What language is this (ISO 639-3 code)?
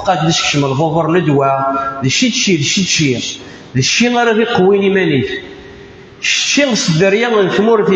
kab